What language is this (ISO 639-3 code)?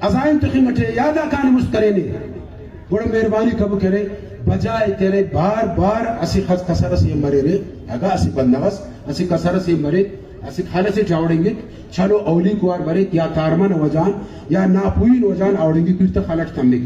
brh